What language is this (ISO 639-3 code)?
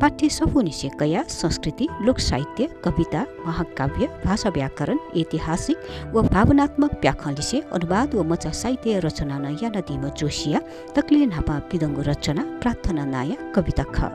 new